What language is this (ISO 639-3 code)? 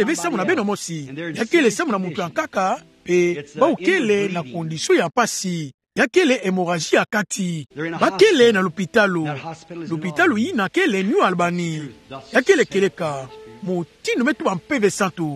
ktu